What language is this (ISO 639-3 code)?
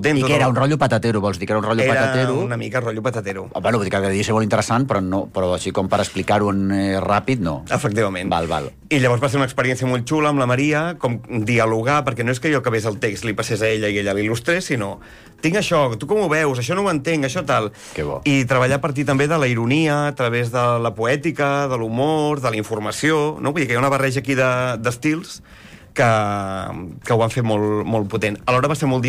cat